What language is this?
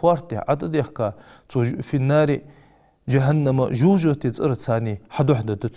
Ingush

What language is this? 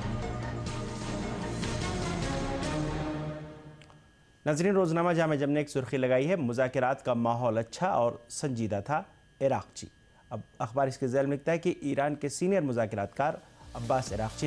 Urdu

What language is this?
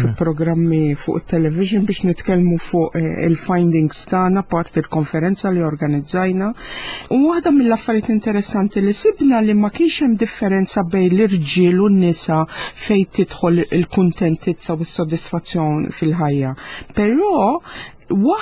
Maltese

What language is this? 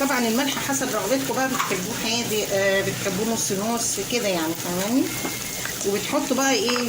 Egyptian Arabic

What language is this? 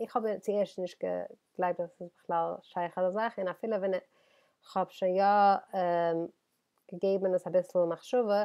Yiddish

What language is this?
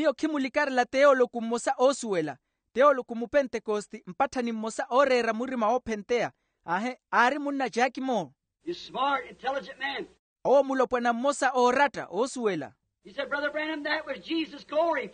Makhuwa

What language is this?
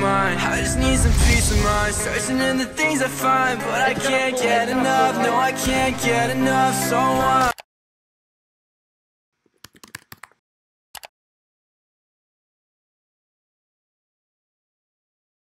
English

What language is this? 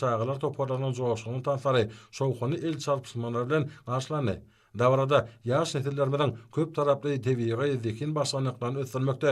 Turkmen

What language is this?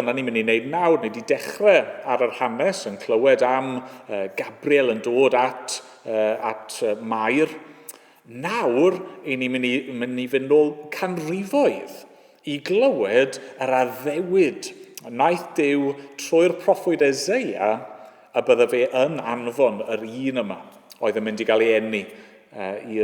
Welsh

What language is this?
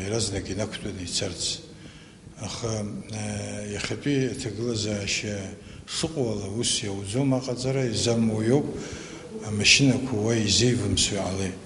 Abkhazian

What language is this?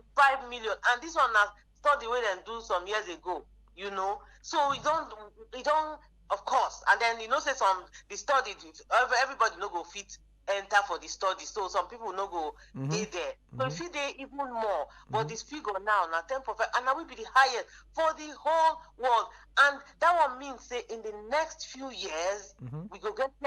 Nigerian Pidgin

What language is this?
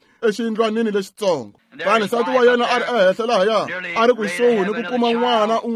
Tsonga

